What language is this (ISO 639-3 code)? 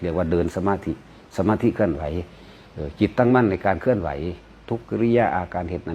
tts